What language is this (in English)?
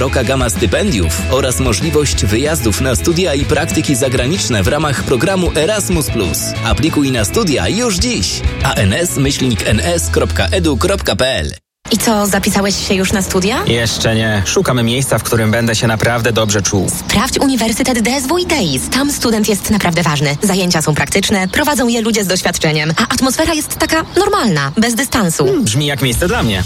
Polish